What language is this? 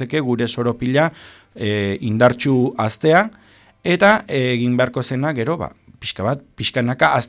Basque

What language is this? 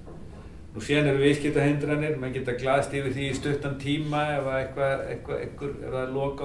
Icelandic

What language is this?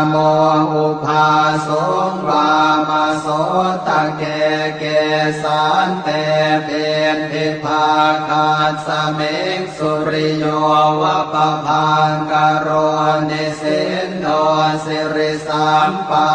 Pali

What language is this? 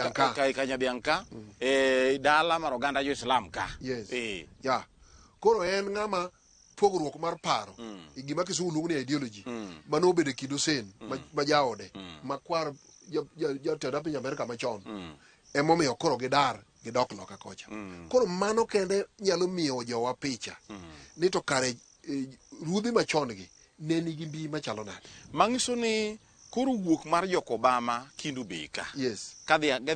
Luo (Kenya and Tanzania)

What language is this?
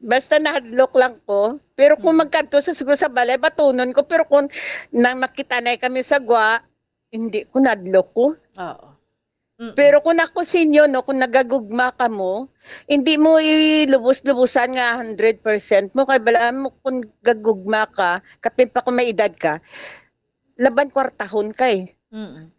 Hiligaynon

